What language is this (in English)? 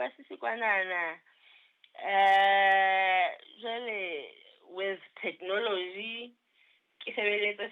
Southern Sotho